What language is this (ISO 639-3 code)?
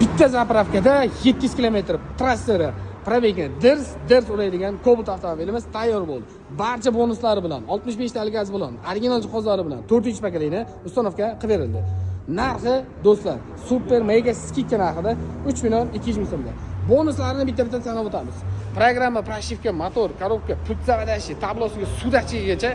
uzb